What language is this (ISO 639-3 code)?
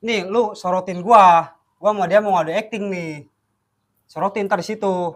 bew